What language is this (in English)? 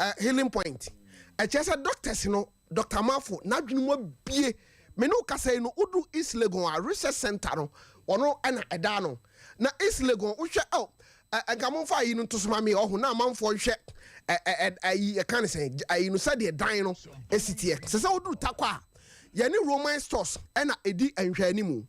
Akan